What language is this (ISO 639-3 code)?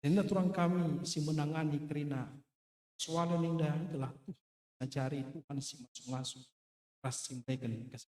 btx